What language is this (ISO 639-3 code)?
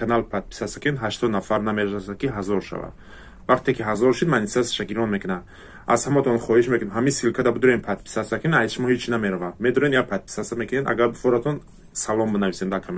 tgk